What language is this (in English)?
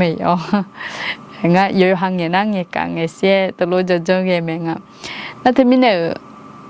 Akha